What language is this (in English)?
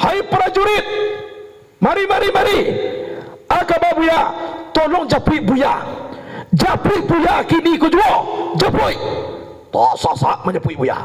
Minangkabau